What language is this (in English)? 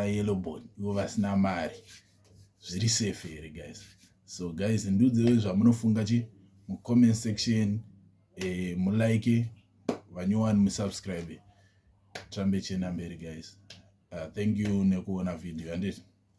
Shona